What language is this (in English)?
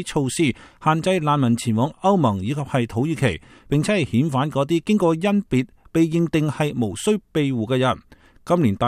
Cantonese